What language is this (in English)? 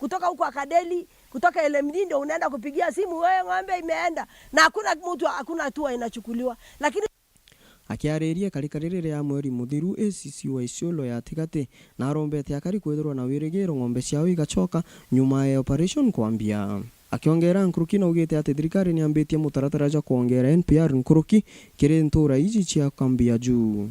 Meru